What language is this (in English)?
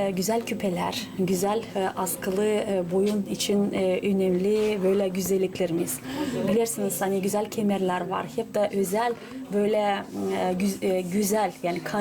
Gagauz